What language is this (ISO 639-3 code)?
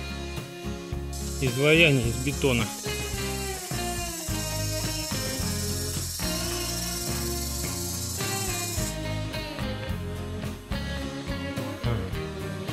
rus